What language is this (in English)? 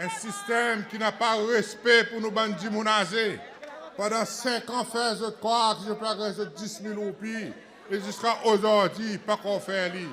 Seselwa Creole French